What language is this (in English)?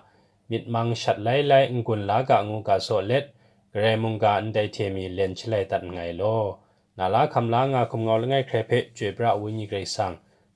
Kachin